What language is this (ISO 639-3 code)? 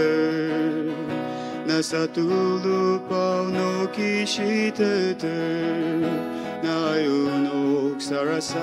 njo